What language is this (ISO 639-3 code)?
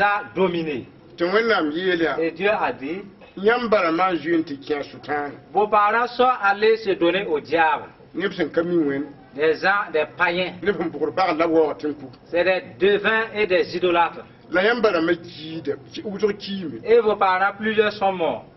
mos